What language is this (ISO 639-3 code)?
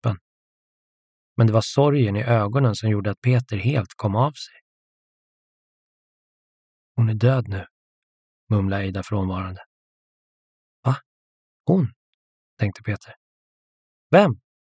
swe